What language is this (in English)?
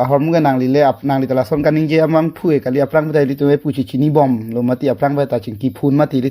Karbi